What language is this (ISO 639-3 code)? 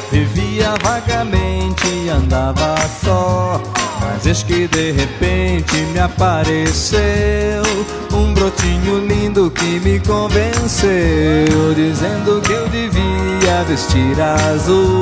por